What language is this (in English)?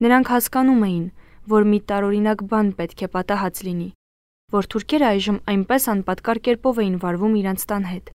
Armenian